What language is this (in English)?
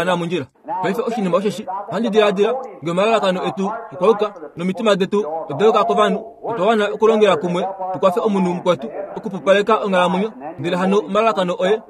Kuanyama